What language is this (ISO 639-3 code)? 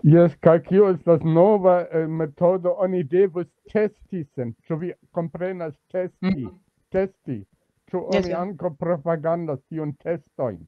epo